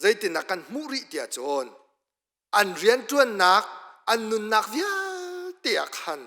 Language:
Hakha Chin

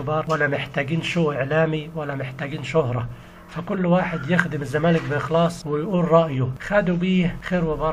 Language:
Egyptian Arabic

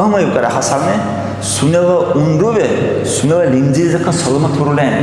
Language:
Dargwa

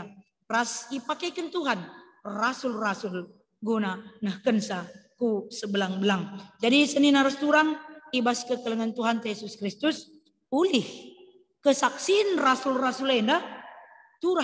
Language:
Batak Karo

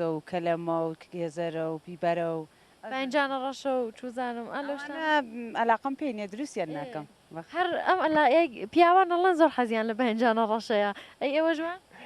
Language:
Central Kurdish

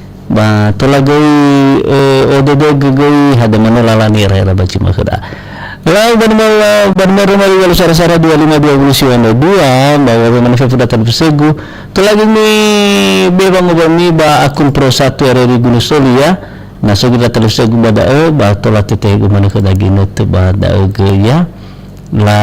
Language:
Nias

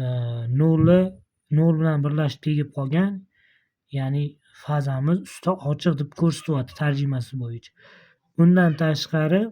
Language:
Uzbek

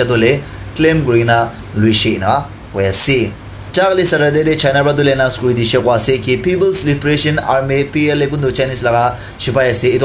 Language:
Naga Pidgin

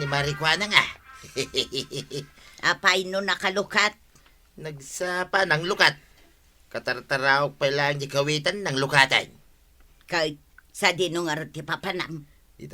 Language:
Iloko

